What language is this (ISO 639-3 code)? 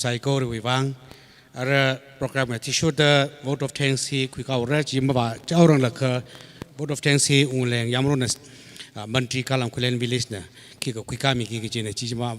nmf